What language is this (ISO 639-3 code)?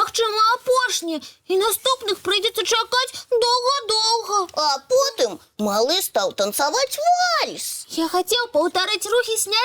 bel